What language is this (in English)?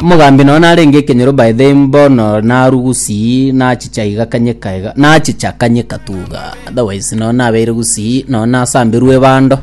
Gusii